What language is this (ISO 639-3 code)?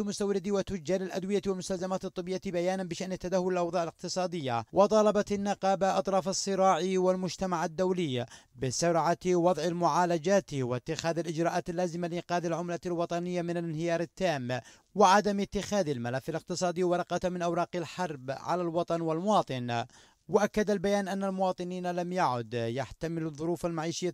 ara